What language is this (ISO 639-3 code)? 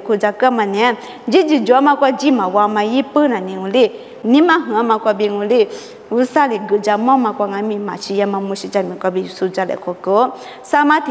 lis